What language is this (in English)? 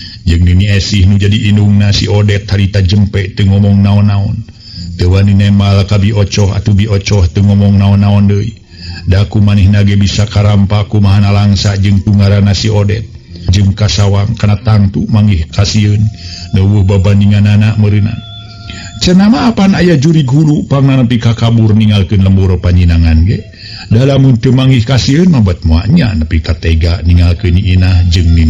Sundanese